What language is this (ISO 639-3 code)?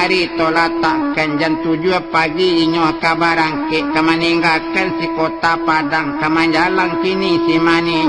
min